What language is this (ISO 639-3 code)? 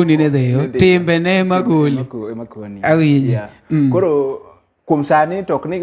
luo